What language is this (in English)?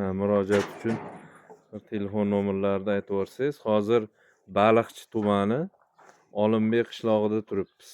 Uzbek